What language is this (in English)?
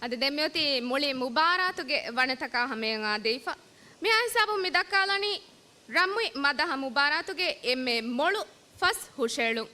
Divehi